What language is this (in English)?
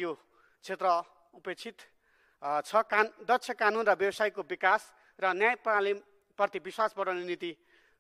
Nepali